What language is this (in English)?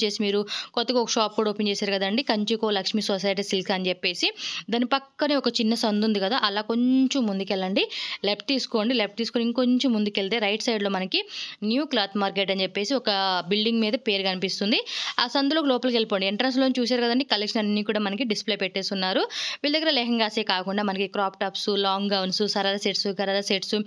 Telugu